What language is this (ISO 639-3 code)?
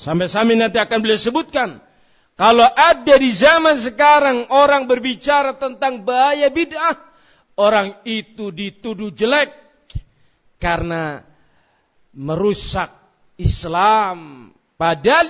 ind